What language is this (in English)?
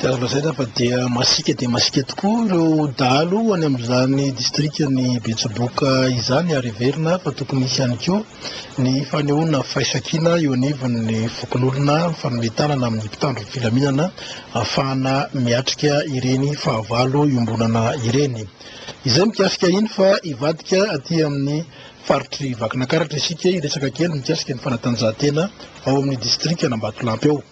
Malagasy